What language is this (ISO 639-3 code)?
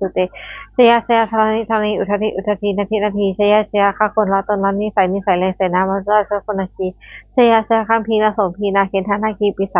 pli